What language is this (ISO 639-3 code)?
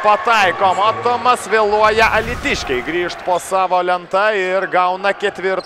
lit